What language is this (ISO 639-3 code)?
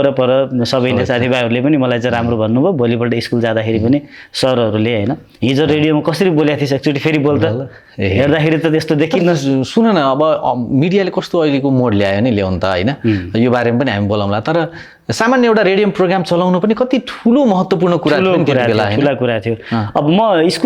nep